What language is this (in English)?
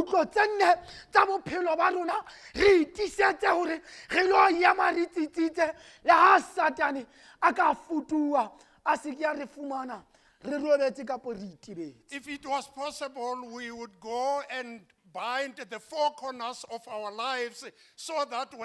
Southern Sotho